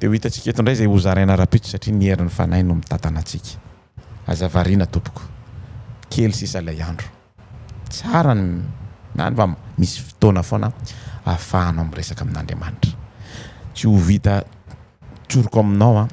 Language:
Malagasy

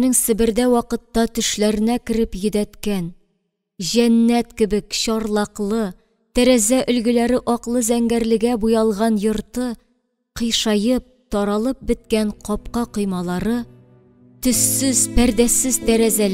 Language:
Tatar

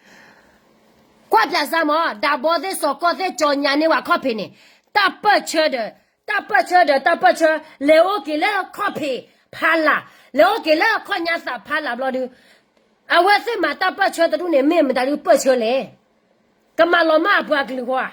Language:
S'gaw Karen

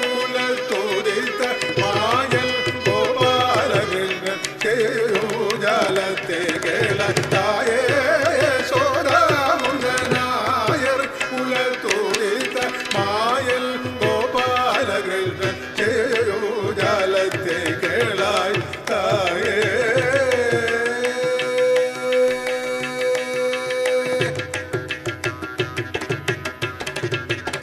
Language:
Tamil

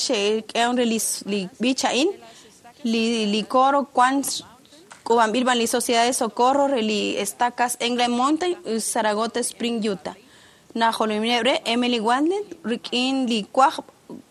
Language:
Kekchí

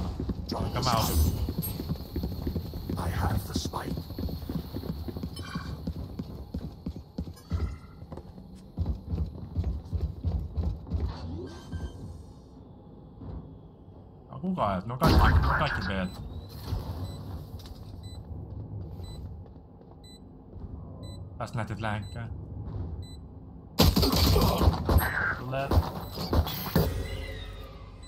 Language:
Finnish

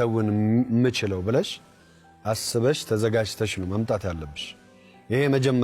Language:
Amharic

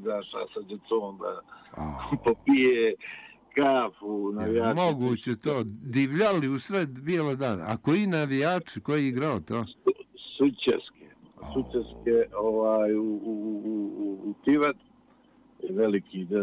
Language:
Bosnian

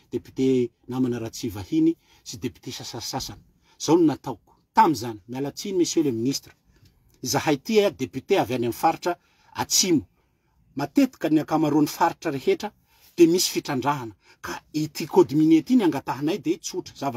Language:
Malagasy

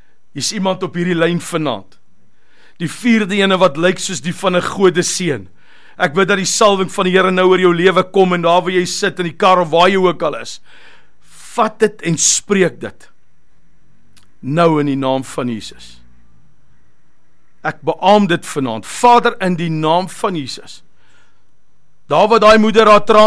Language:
Afrikaans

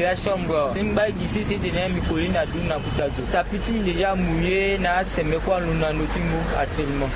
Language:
Sango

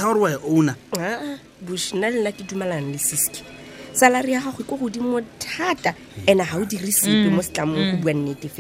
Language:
Tswana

